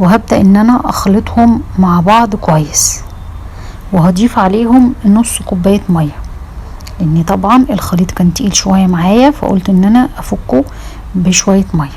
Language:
Egyptian Arabic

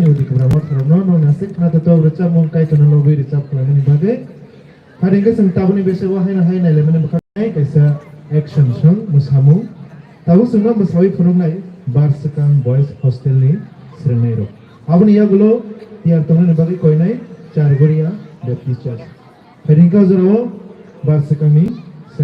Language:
Kok Borok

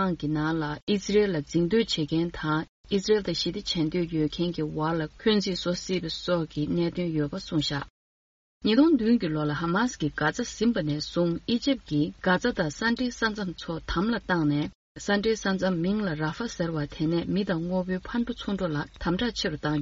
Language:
Tibetan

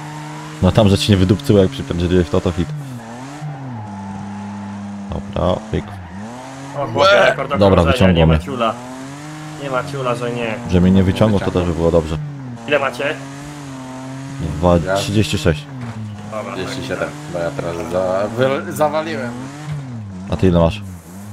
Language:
Polish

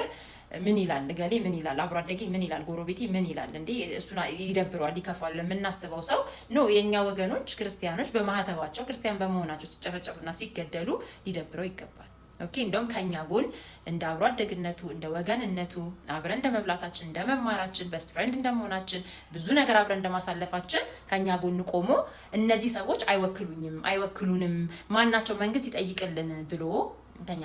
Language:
Amharic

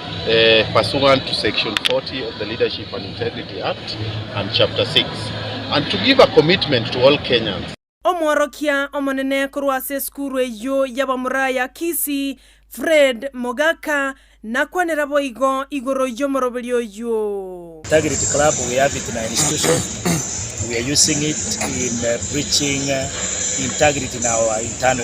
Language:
Gusii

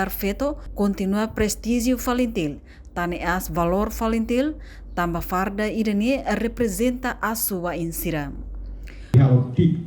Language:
Tetum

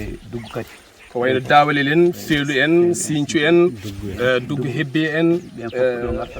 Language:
Fula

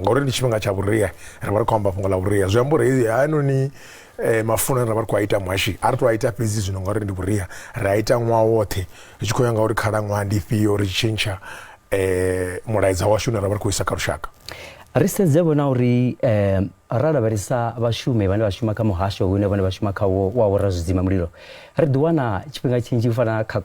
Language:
Venda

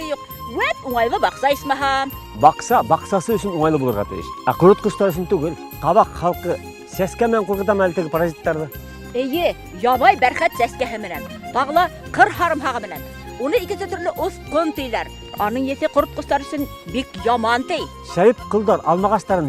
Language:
Bashkir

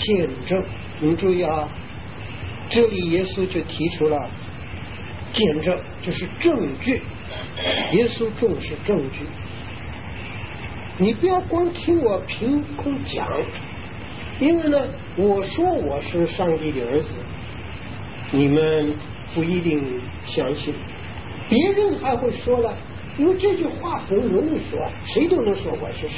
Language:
Chinese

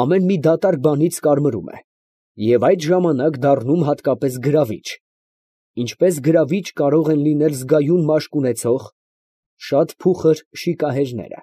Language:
Armenian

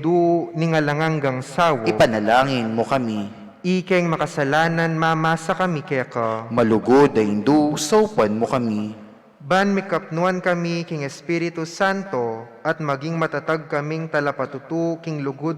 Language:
Pampanga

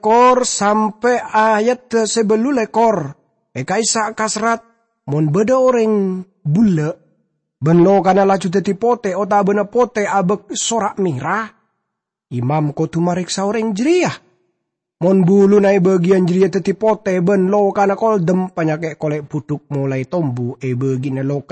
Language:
Madurese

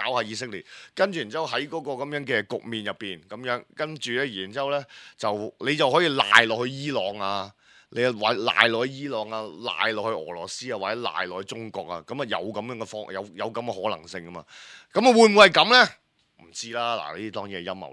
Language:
Cantonese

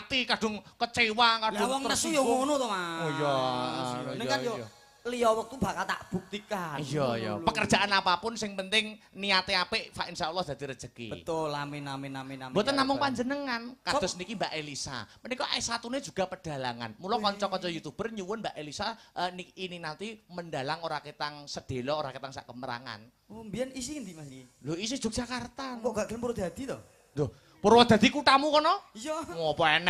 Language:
Javanese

